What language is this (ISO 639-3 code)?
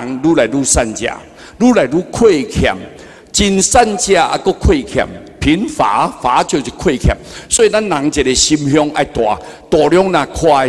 nan